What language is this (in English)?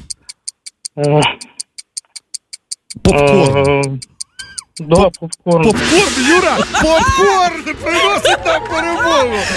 Ukrainian